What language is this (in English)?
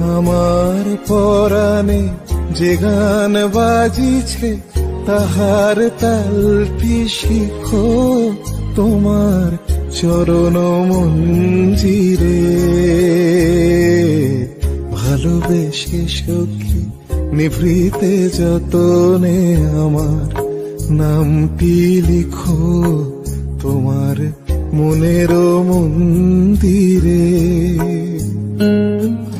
Bangla